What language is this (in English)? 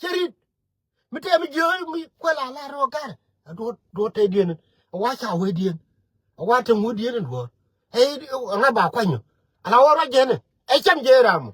Nuer